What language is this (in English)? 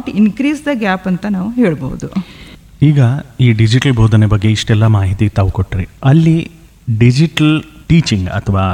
Kannada